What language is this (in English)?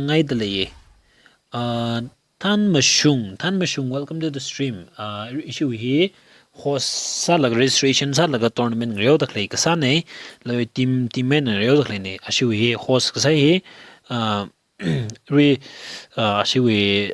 Tangkhul Naga (India)